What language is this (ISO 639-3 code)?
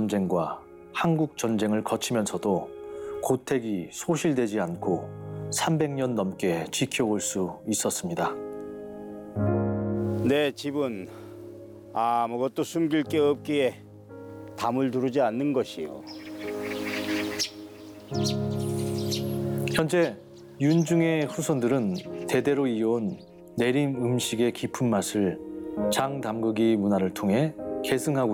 kor